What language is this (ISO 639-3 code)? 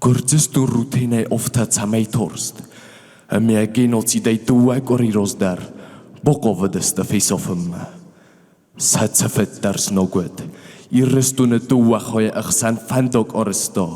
oss